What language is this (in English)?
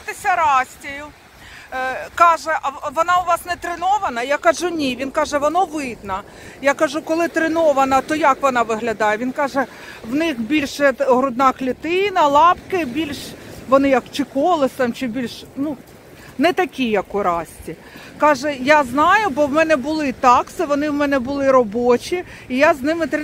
Ukrainian